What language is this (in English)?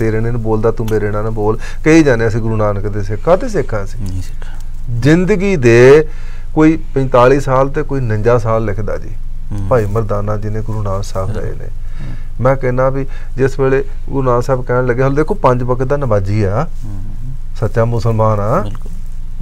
Punjabi